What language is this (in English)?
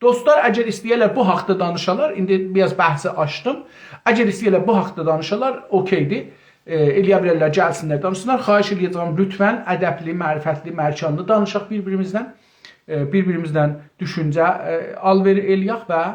South Azerbaijani